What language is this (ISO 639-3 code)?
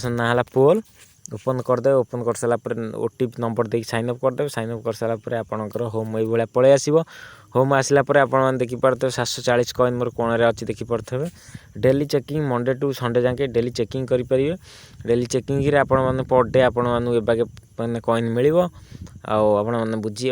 ori